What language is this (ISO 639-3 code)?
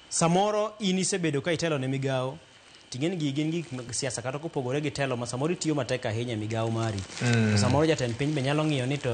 luo